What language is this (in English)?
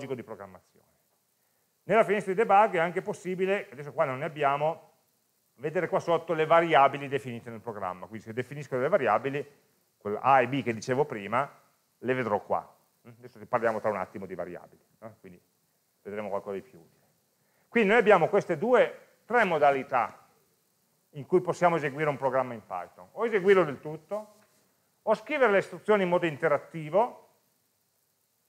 Italian